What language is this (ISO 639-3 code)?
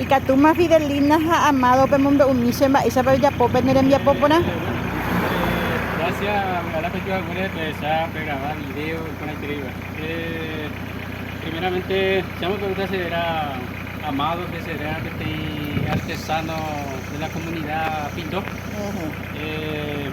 grn